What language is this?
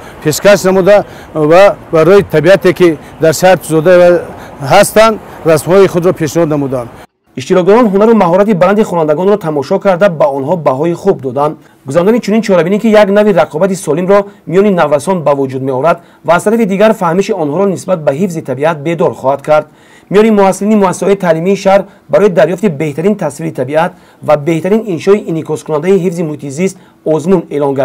Tajik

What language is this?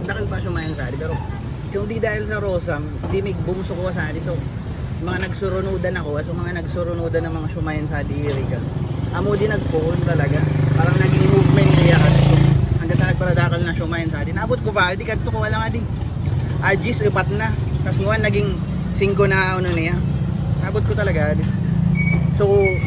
Bikol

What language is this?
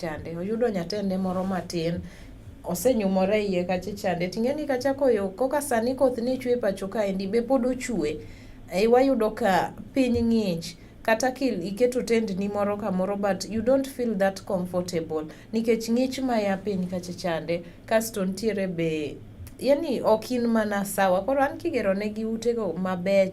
Luo (Kenya and Tanzania)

